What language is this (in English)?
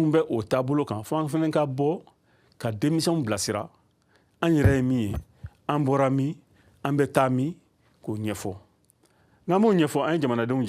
Bambara